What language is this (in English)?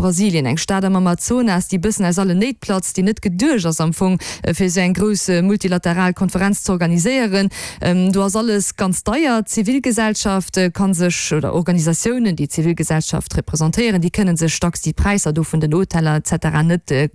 Luxembourgish